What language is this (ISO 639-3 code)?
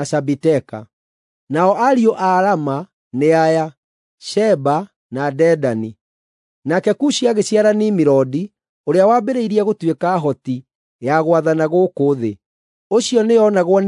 kik